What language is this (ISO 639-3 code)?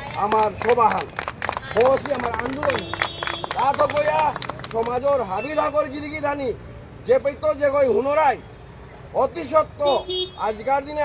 bpy